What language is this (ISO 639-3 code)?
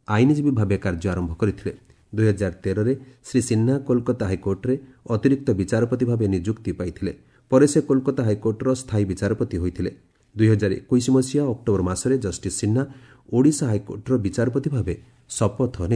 ori